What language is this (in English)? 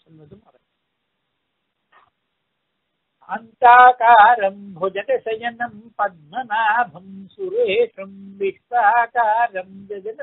Tamil